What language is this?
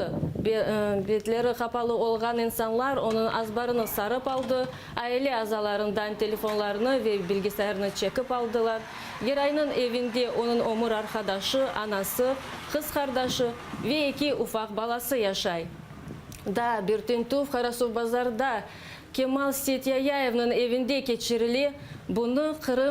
Crimean Tatar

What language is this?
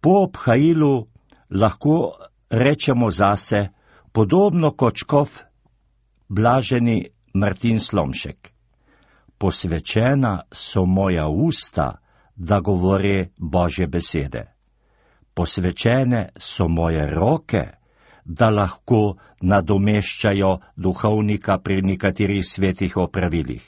Slovenian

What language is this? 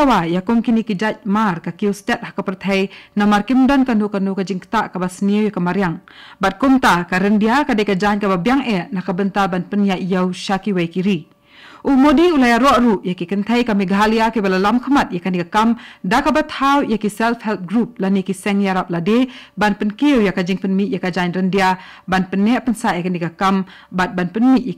Khasi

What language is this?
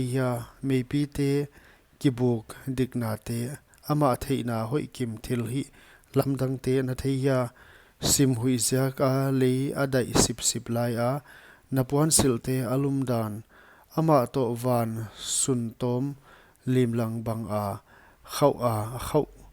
Paite Chin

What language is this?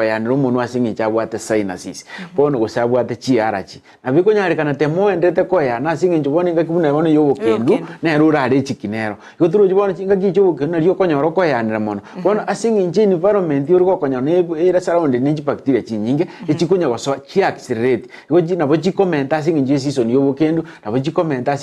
Gusii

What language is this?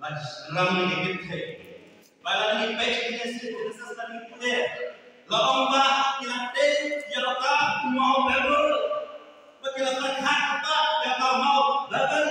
Khasi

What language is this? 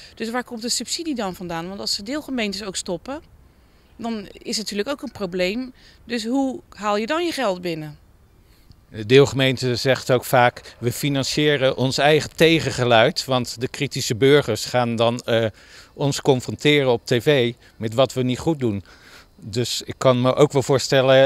Dutch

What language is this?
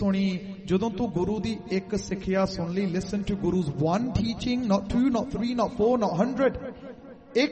Punjabi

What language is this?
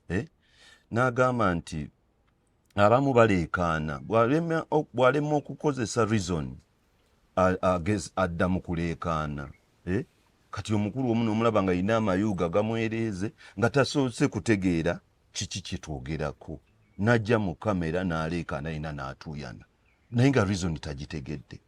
Ganda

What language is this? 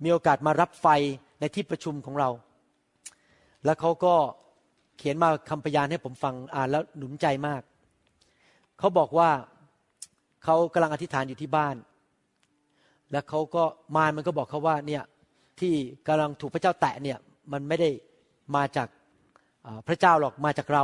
Thai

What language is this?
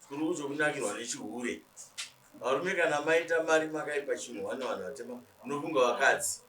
Shona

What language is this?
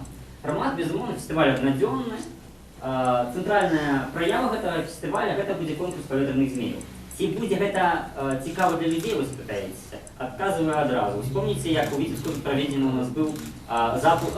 Belarusian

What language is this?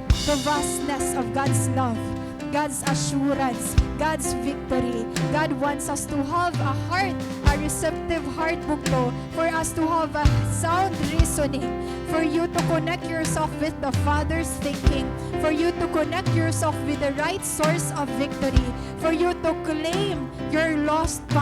Waray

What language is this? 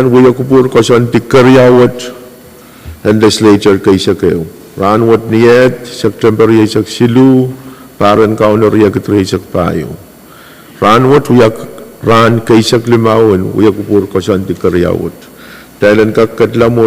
Pohnpeian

